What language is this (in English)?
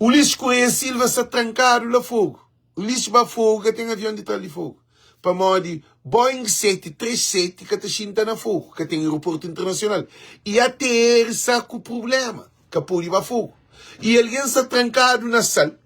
Kabuverdianu